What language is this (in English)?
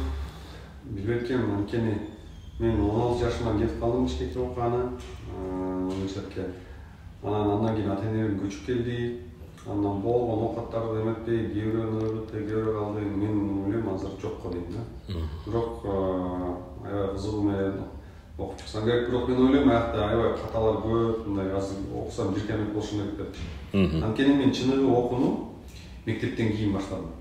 Kyrgyz